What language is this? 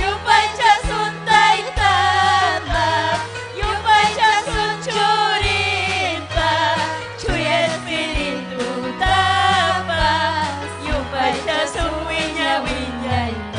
Ayacucho Quechua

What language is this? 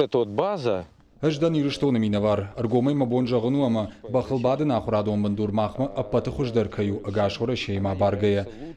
Ossetic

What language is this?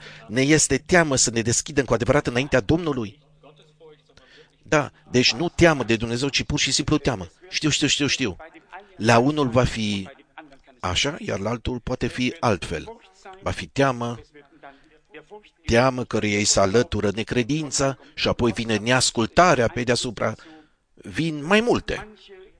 Romanian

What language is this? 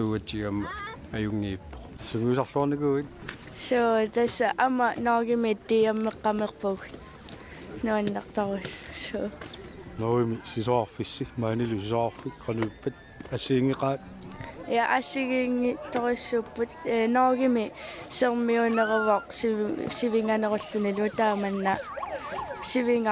Kalaallisut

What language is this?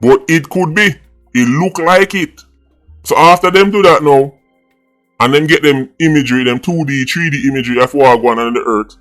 Jamaican Creole English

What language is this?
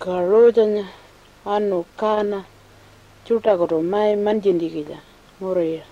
Pitjantjatjara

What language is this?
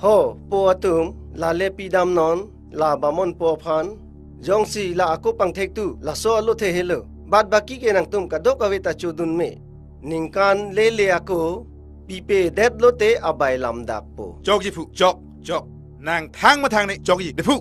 Karbi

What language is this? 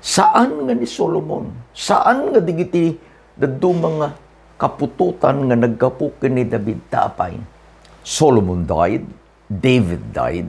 Iloko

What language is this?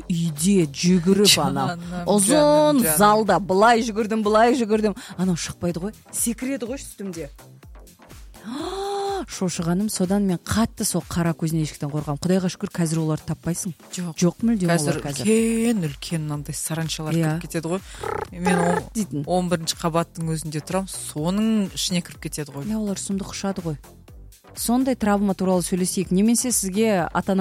Kazakh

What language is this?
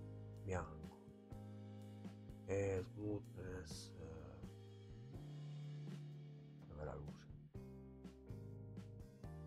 Italian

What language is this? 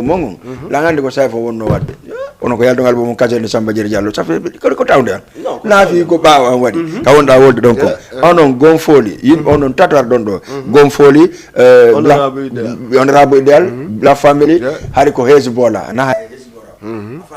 Fula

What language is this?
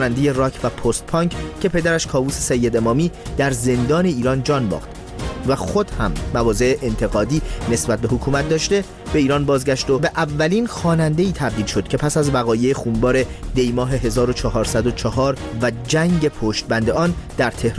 Persian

